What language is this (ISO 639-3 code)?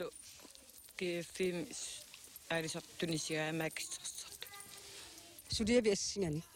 kal